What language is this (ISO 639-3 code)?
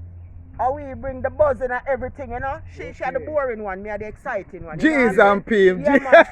jam